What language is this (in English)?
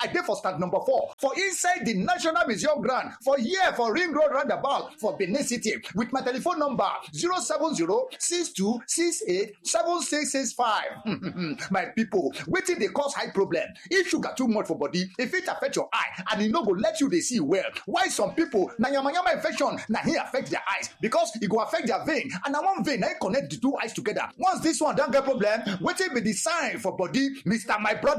Nigerian Pidgin